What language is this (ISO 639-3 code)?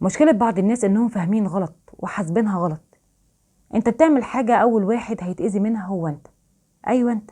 arz